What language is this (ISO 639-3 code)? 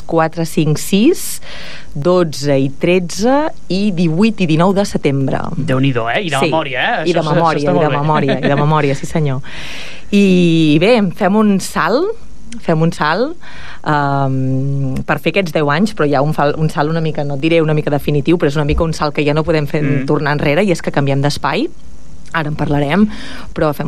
cat